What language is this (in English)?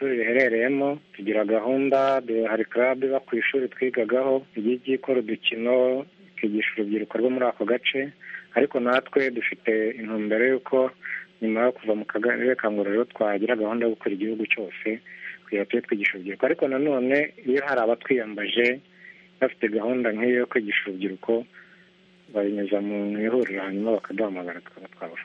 Kinyarwanda